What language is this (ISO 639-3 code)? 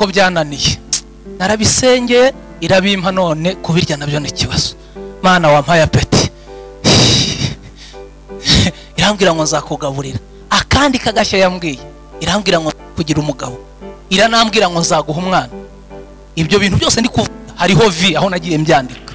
kin